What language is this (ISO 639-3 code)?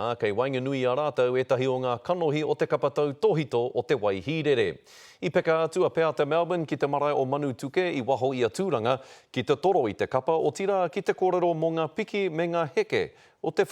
mri